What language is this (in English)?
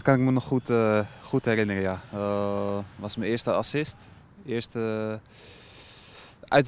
Dutch